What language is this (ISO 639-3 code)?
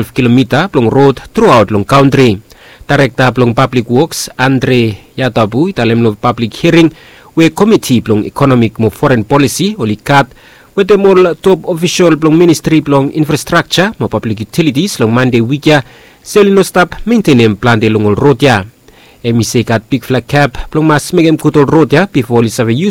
bis